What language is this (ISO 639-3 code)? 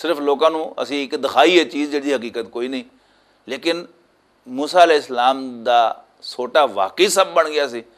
lah